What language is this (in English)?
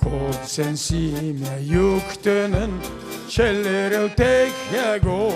Crimean Tatar